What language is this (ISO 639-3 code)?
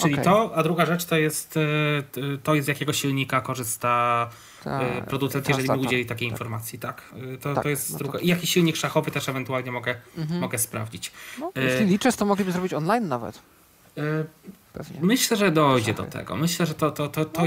pol